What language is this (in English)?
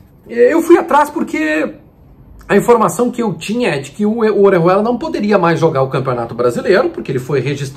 Portuguese